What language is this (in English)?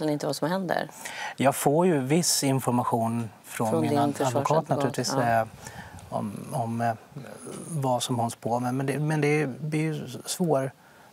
Swedish